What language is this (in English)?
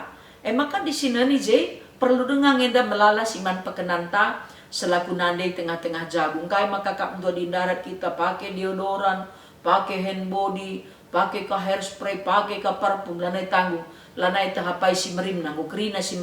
Batak Karo